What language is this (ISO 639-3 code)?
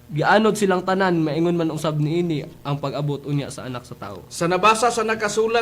ceb